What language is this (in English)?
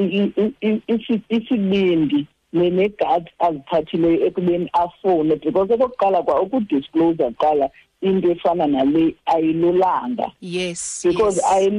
Xhosa